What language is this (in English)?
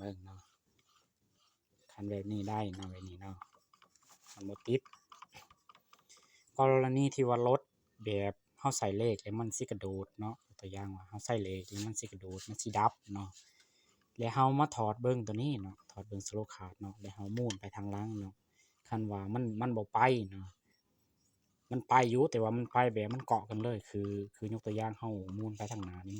Lao